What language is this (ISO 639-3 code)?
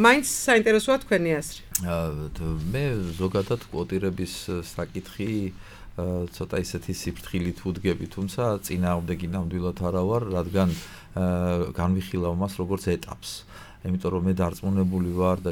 kat